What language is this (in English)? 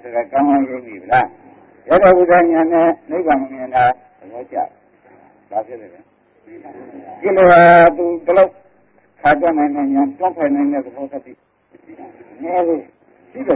Burmese